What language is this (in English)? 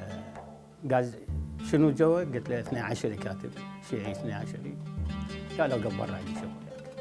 Mesopotamian Arabic